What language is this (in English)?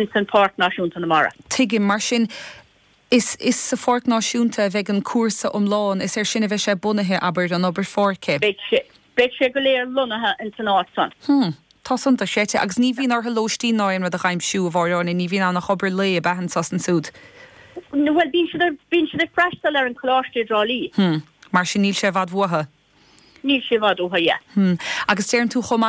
Irish